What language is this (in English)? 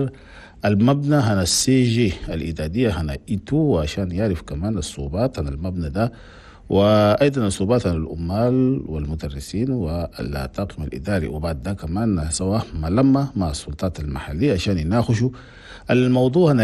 Chadian Arabic